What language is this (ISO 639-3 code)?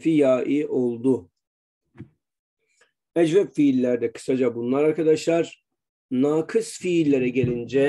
tur